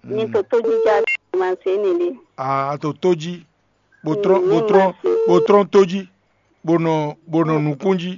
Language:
Fon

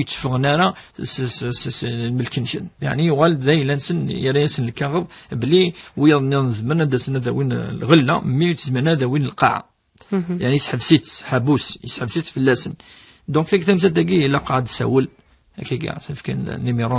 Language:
Kabyle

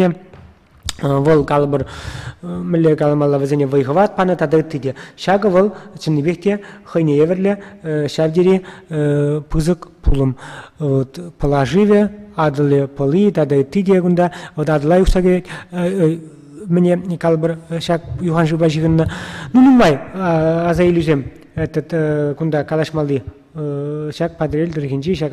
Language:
Chuvash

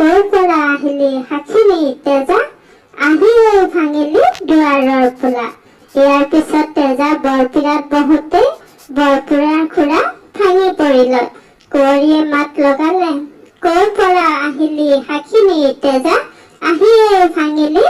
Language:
Assamese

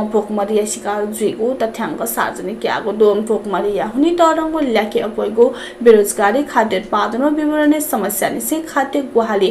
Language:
Newari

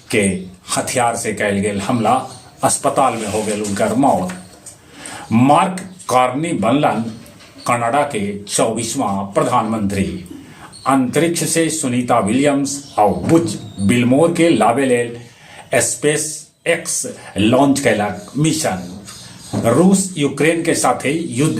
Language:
Magahi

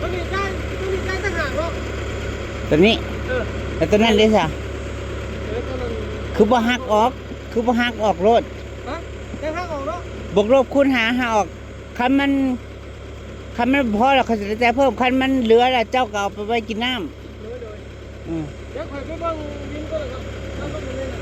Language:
Northeastern Thai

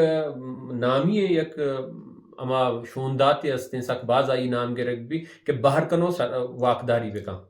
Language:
Baluchi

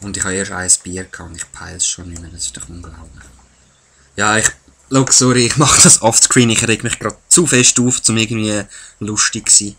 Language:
Swiss German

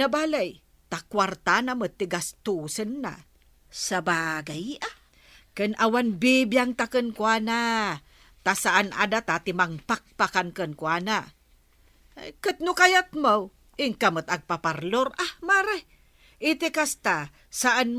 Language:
Iloko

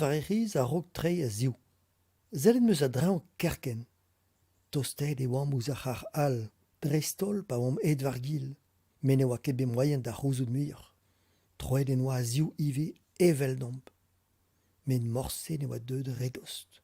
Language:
Breton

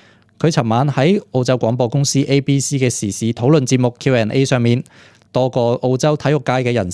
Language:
Cantonese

